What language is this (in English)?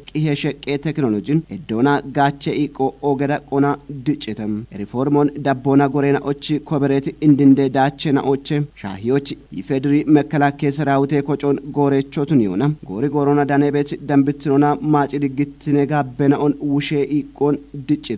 Kafa